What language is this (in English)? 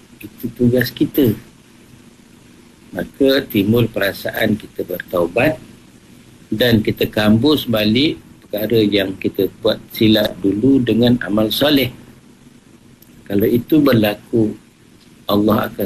Malay